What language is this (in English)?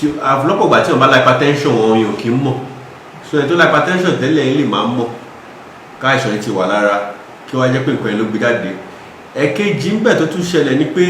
Yoruba